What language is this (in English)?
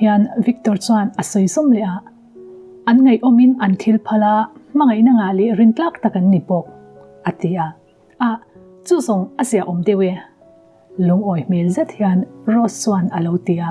Mizo